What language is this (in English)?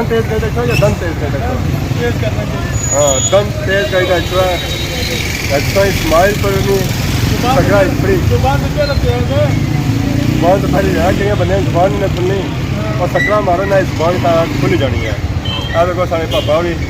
Pahari-Potwari